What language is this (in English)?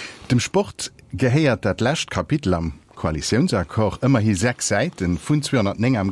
Luxembourgish